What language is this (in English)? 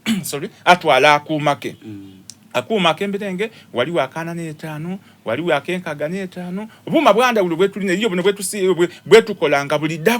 Soga